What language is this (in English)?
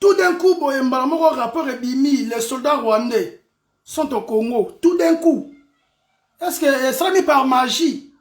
Lingala